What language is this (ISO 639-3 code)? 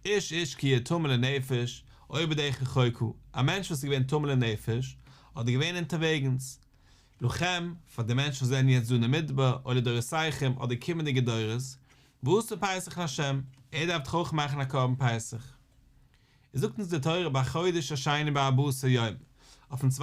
yid